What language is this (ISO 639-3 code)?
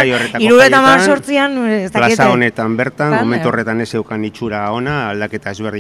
eus